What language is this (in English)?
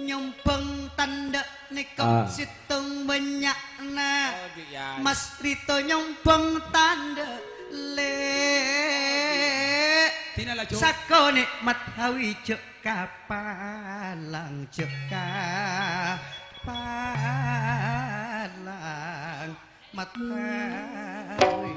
Madurese